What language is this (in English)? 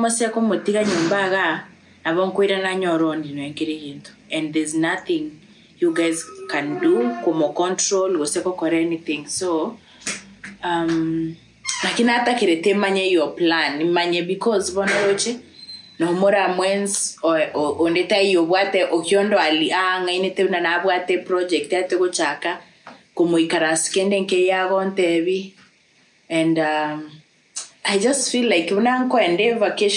Gusii